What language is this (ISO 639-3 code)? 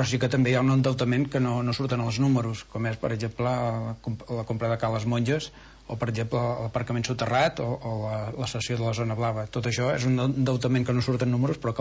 cat